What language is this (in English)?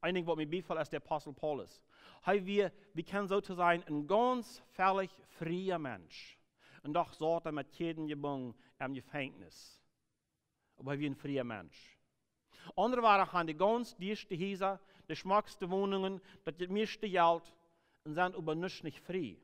Plautdietsch